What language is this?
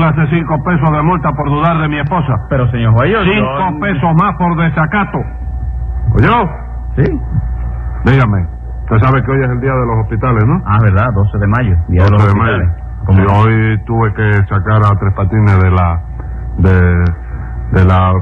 Spanish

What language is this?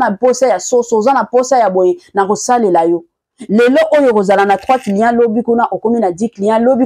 Lingala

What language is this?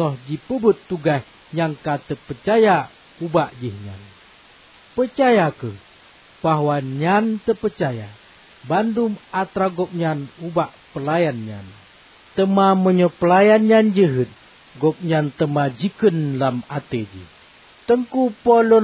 Achinese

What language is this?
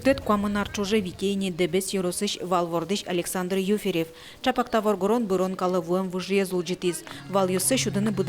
Udmurt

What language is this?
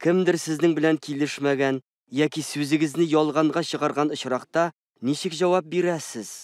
Tatar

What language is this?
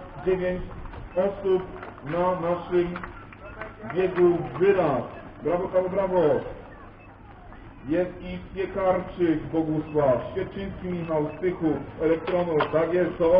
Polish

